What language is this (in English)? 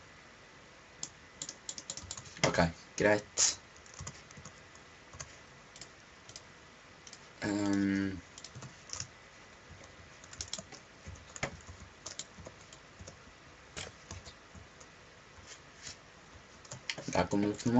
Norwegian